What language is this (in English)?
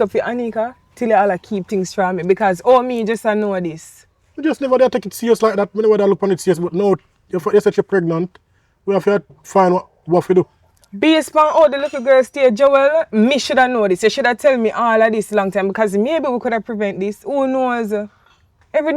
Jamaican Creole English